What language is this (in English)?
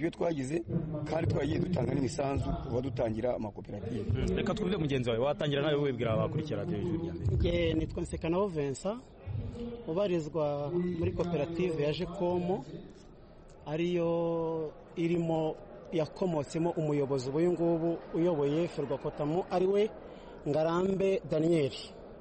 Kinyarwanda